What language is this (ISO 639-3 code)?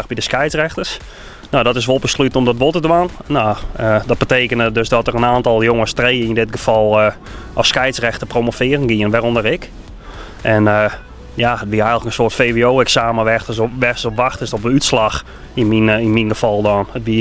fry